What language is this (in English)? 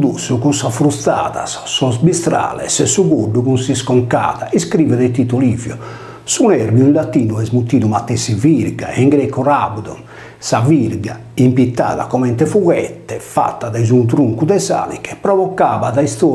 Sardinian